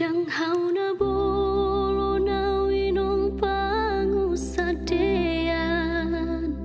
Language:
Batak Toba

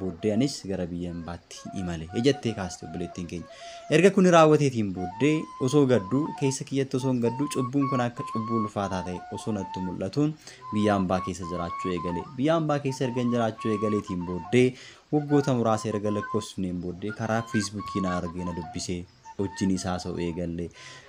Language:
Oromo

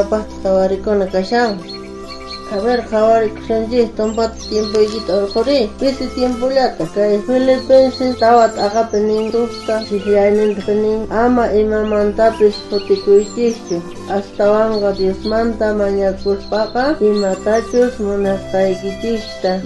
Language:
South Bolivian Quechua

